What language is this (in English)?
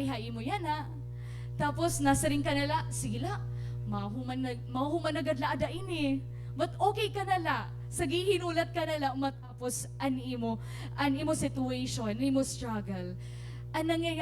Waray